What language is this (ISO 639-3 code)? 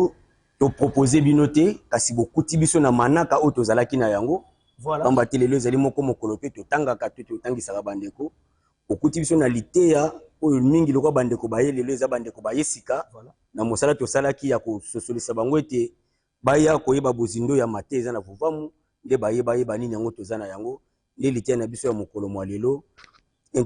lin